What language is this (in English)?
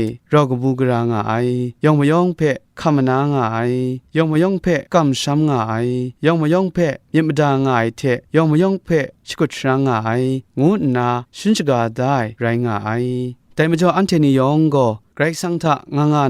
Kachin